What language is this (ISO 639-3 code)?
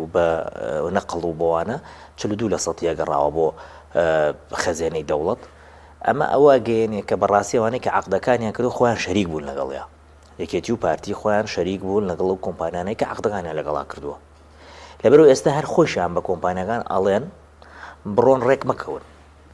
ckb